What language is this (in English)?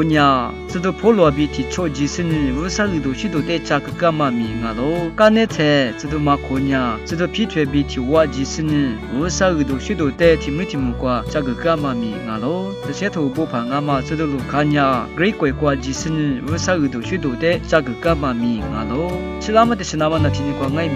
Lisu